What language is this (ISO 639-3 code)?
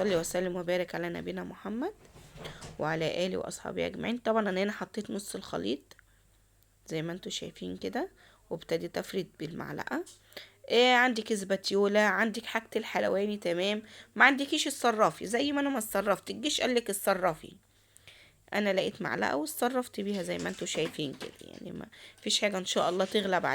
arz